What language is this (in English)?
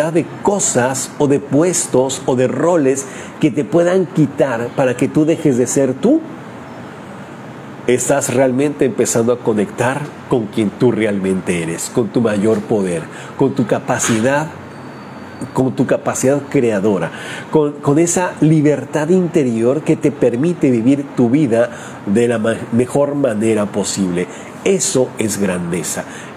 Spanish